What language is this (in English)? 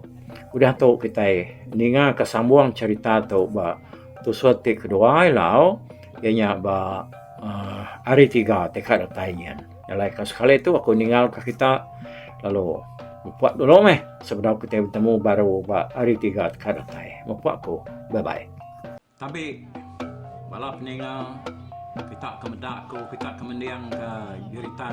Iban